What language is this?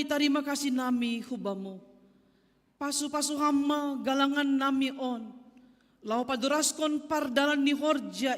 Batak Simalungun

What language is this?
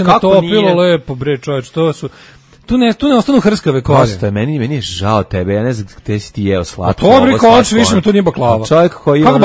Serbian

